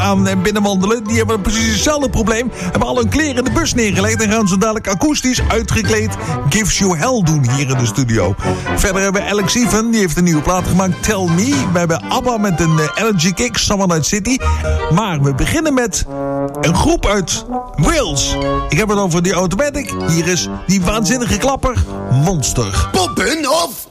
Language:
Dutch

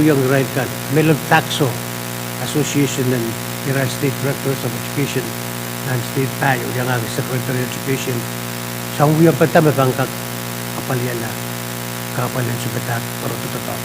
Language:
Pohnpeian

